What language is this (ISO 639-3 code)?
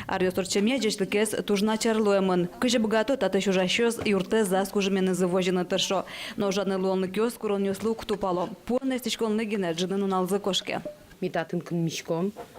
udm